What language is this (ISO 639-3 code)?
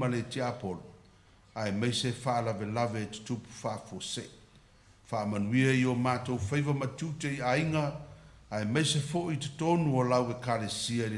smo